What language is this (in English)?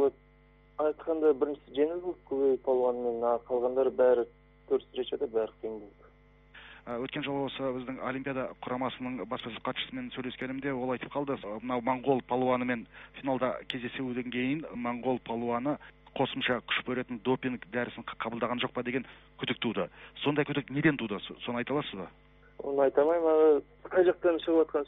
Kazakh